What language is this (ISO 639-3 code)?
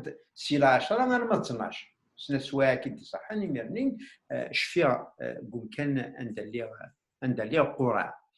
kab